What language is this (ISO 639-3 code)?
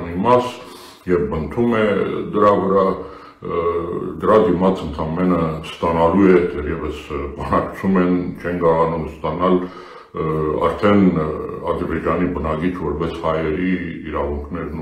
hye